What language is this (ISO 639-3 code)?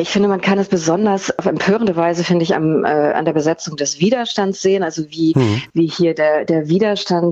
deu